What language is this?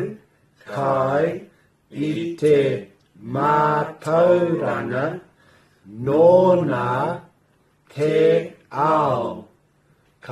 Māori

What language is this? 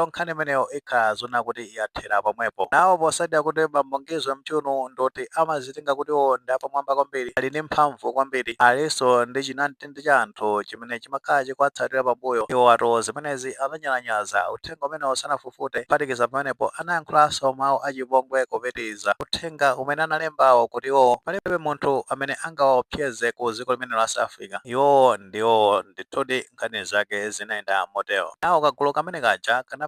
Nyanja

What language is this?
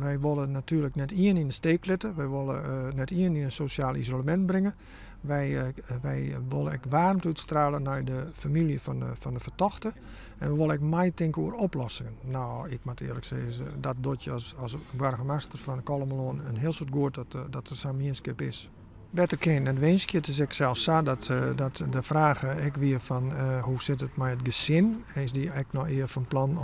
Western Frisian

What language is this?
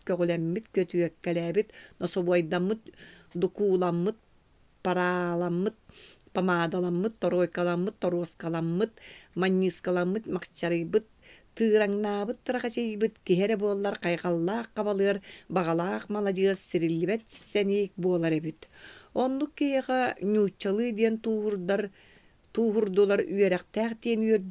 Yakut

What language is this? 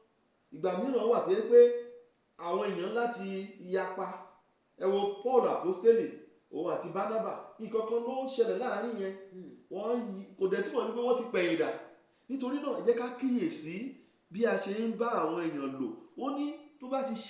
Yoruba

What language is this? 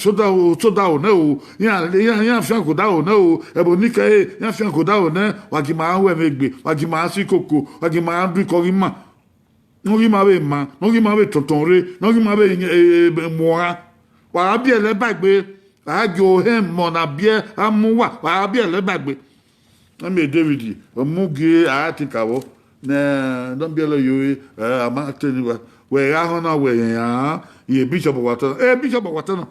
Bini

